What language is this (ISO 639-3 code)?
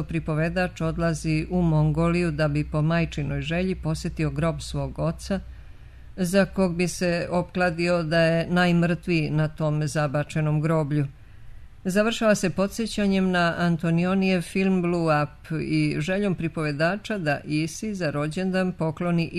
srp